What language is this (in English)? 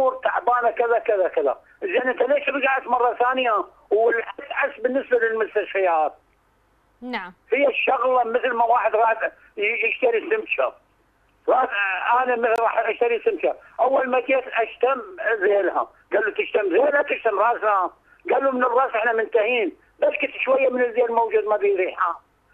Mesopotamian Arabic